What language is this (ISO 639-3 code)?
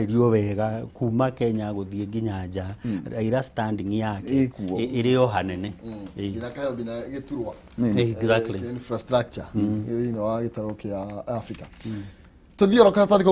kik